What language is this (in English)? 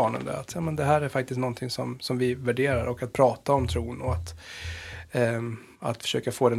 Swedish